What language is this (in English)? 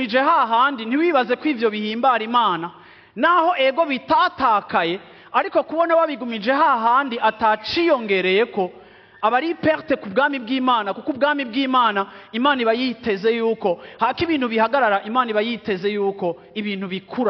Rundi